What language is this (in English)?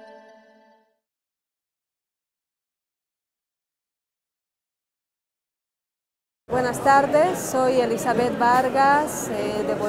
Spanish